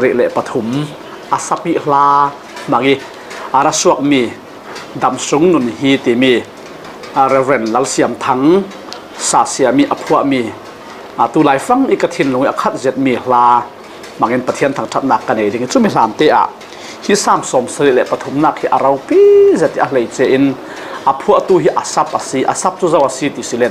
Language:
Falam Chin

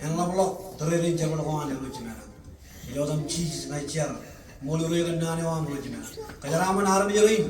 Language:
Marshallese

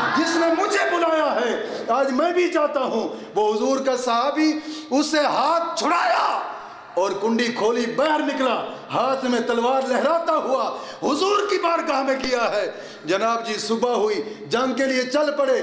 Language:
Urdu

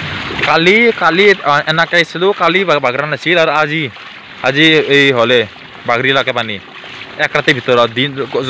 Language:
Assamese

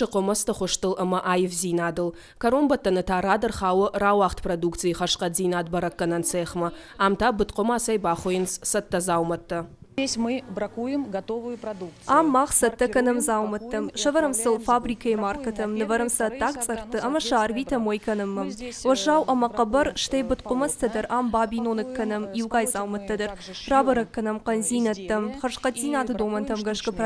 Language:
Ossetic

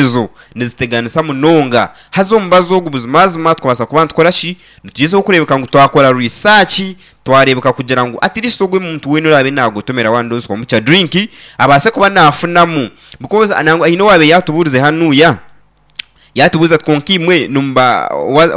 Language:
Nyankole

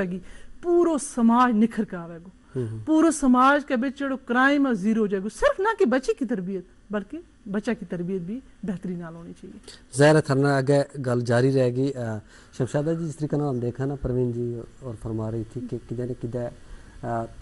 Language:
Gujari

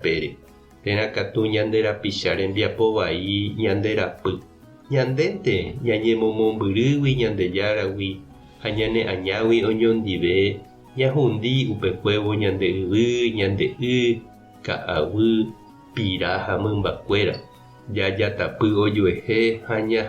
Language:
Guarani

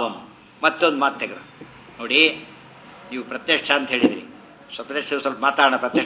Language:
Kannada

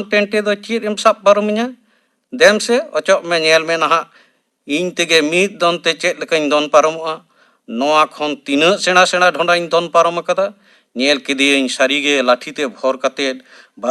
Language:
Santali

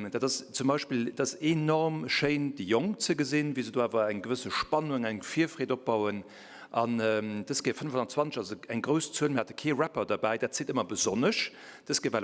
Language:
Luxembourgish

